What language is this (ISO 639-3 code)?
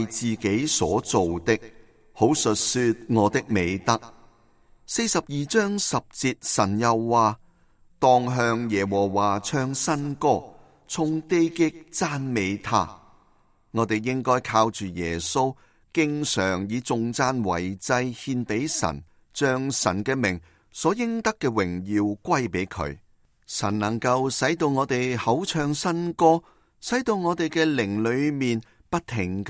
yue